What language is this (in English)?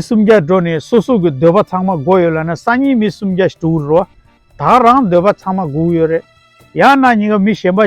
Tibetan